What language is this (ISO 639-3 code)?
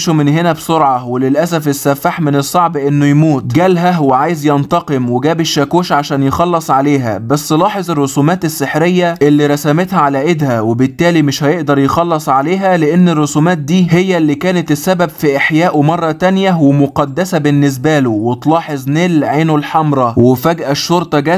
arz